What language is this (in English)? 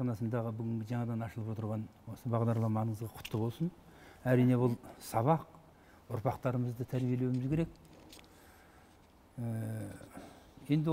Kazakh